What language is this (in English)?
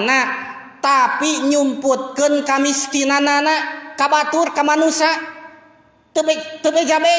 Sundanese